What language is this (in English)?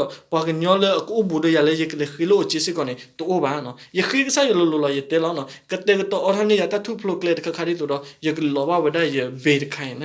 S'gaw Karen